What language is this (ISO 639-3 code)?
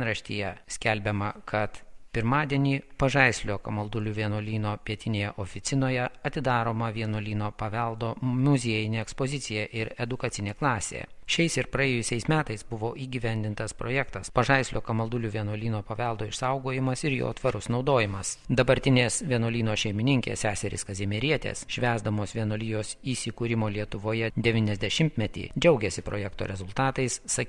lit